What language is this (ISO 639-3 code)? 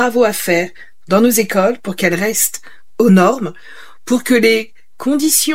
fra